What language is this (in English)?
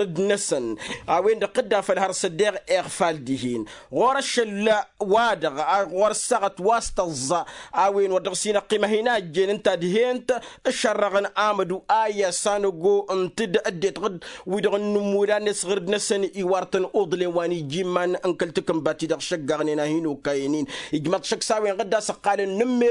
Tamasheq